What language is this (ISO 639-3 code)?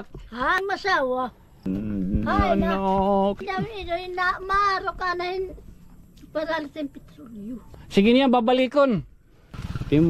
war